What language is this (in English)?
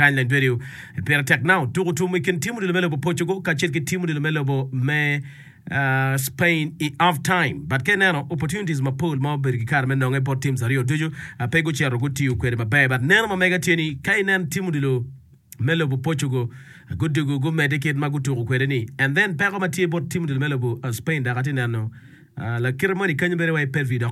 Acoli